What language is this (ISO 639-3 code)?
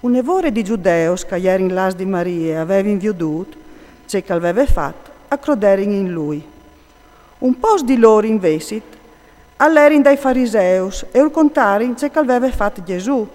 fur